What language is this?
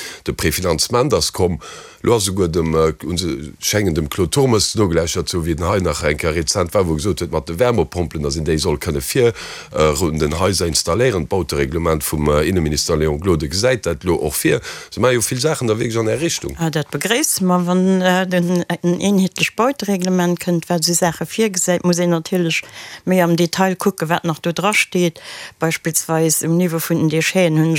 Luxembourgish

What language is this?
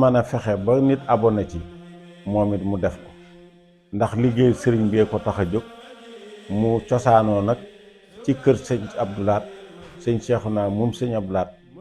Wolof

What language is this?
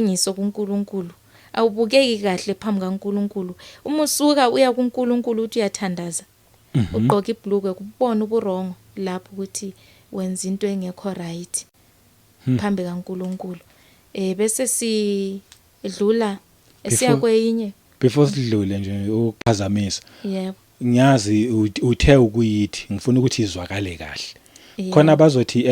Zulu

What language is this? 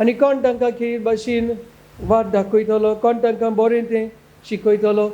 Konkani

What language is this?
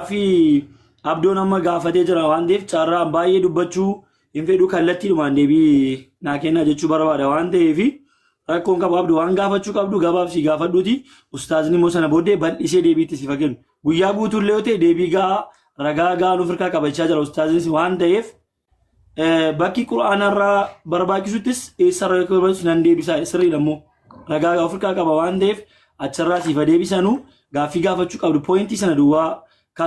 Oromo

